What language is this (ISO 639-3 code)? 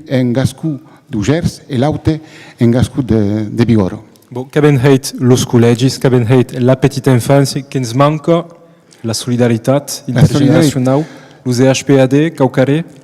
oci